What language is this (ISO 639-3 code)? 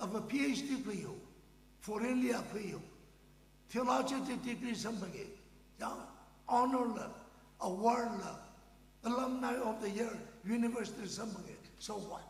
nmf